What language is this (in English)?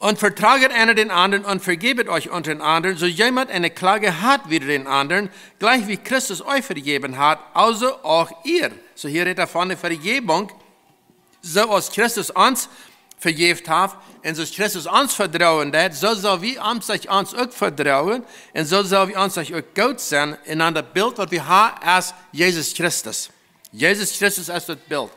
Plautdietsch